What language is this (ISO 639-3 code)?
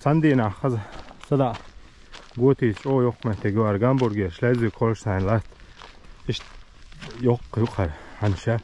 che